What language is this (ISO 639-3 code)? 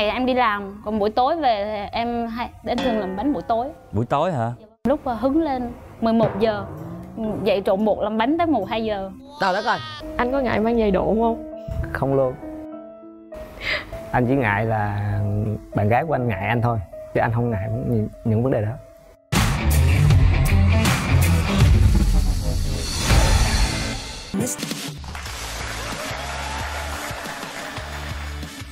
vie